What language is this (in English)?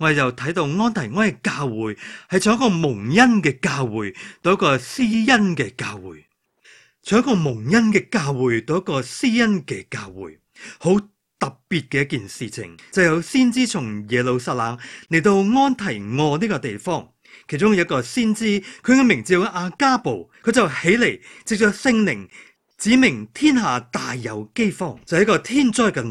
Cantonese